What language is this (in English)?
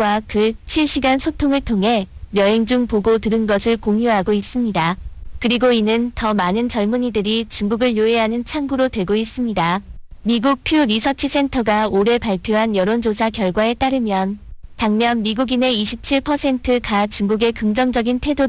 Korean